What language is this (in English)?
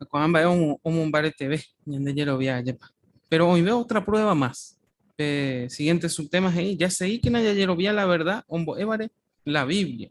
Guarani